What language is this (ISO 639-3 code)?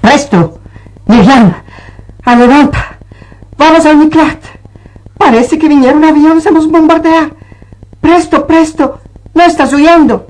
lad